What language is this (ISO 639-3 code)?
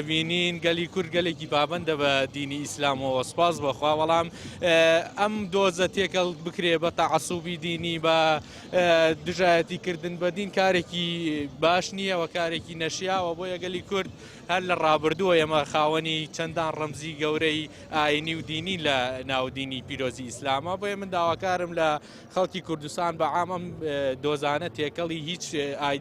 ckb